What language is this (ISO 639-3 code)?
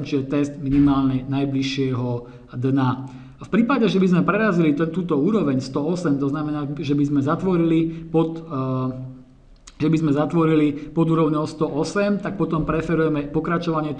slk